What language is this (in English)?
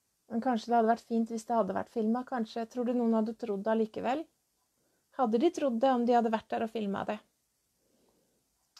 Norwegian